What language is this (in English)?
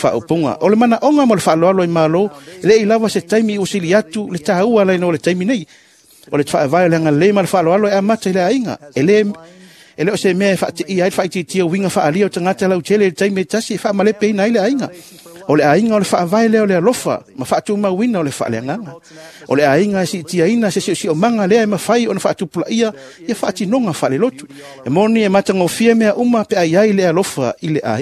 Samoan